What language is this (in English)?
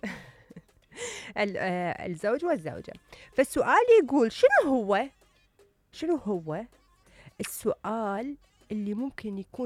Mesopotamian Arabic